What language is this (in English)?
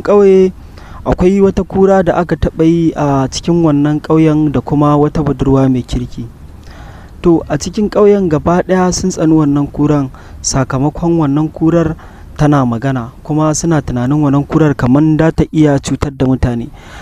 Hausa